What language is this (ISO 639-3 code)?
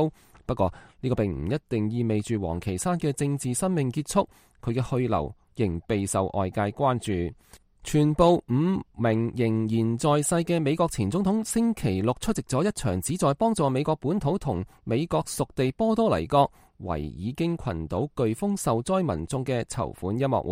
yue